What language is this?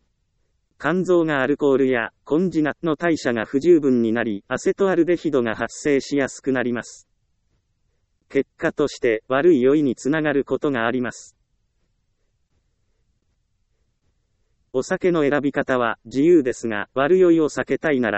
Japanese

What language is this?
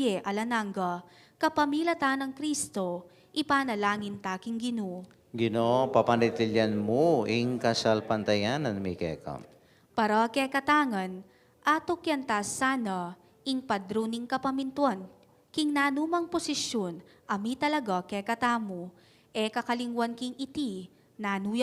Pampanga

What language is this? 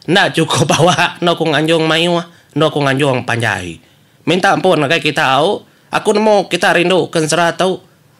Iban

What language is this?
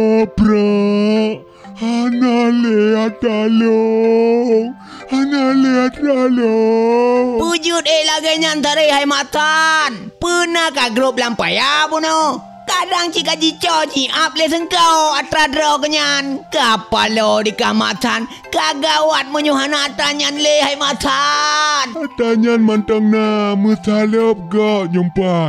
Achinese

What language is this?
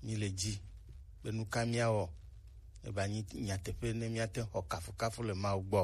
Gen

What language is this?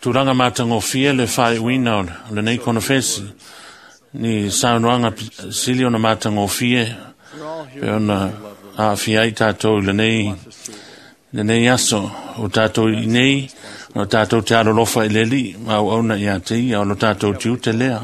Samoan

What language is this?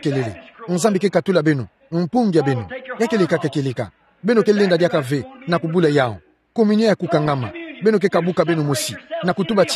Kituba (Democratic Republic of Congo)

